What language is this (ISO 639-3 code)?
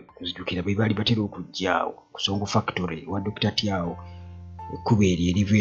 lug